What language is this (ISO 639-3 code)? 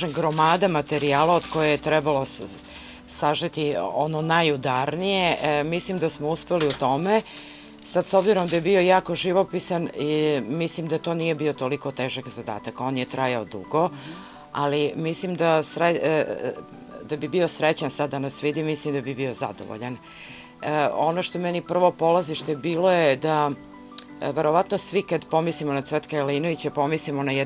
srp